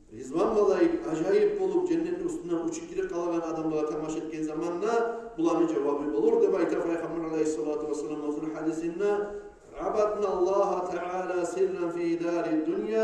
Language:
Kumyk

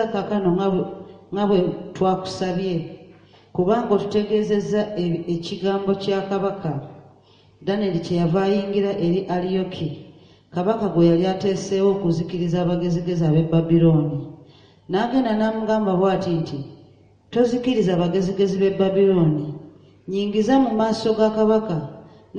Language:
Ganda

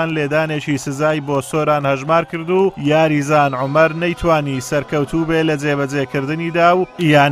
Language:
Central Kurdish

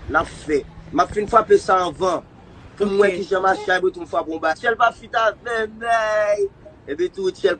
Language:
Haitian Creole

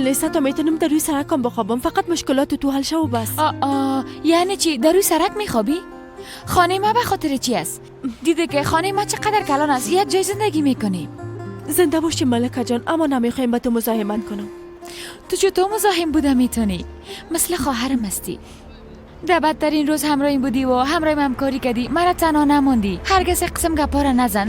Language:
Persian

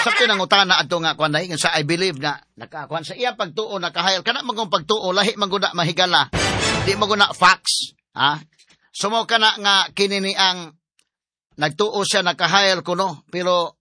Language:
Cebuano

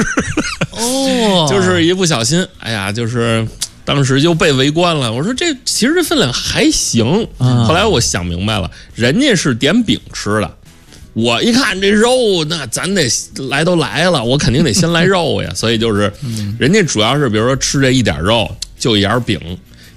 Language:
Chinese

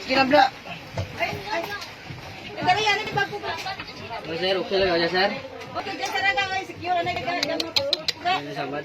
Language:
Hiligaynon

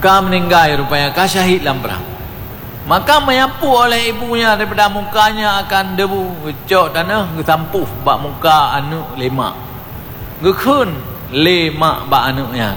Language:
Achinese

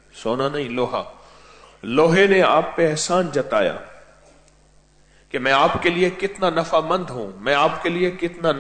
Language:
Urdu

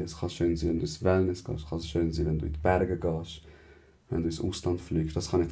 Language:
Swiss German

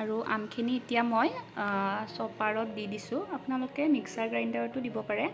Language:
Assamese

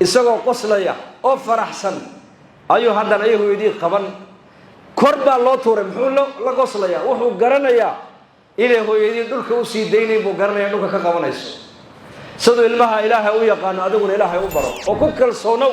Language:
Somali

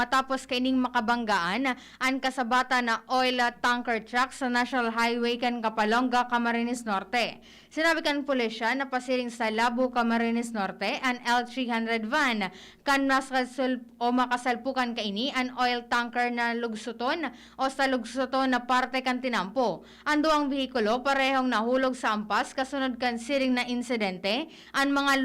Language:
Bikol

